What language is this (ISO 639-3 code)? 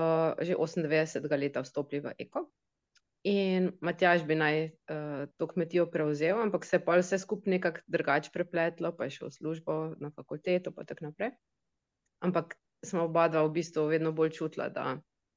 slv